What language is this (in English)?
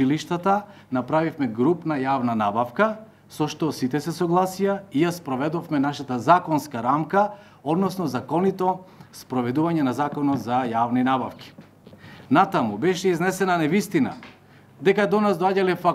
Macedonian